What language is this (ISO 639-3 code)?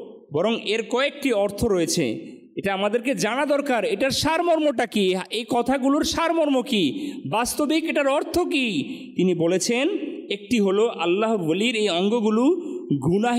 ben